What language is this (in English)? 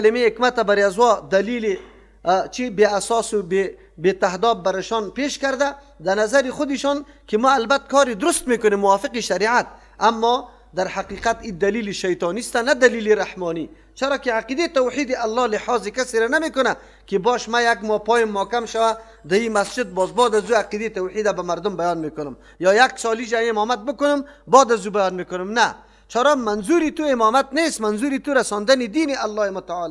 Persian